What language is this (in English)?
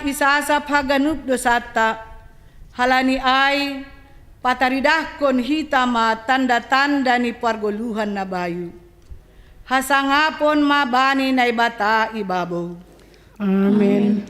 Batak Simalungun